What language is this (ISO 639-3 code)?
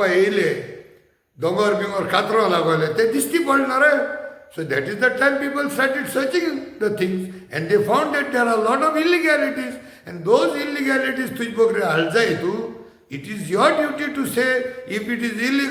kok